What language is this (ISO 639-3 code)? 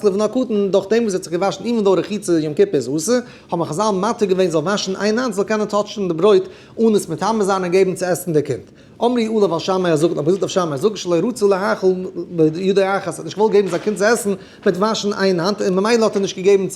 yid